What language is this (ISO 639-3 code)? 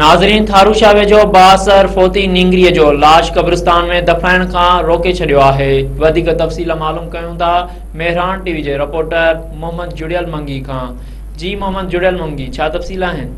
snd